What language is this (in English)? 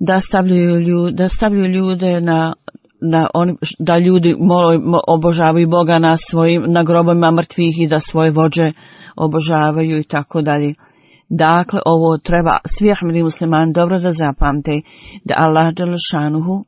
Bosnian